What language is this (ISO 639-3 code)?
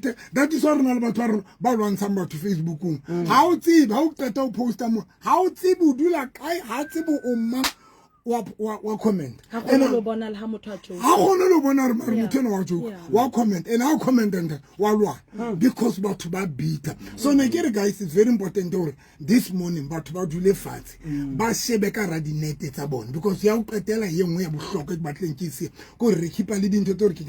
sot